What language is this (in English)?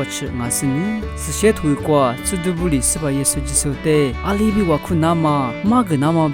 Lisu